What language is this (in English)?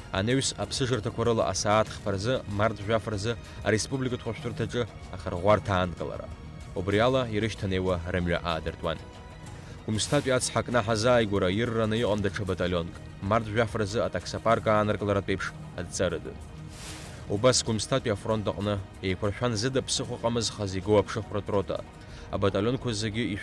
Abkhazian